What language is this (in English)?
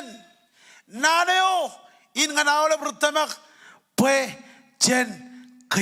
Marshallese